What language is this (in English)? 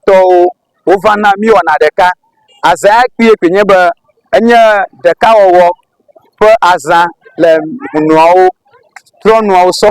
Ewe